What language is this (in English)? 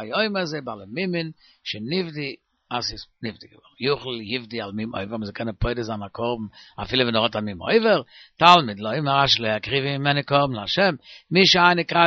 Yiddish